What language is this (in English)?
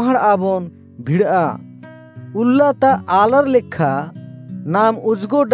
Kurukh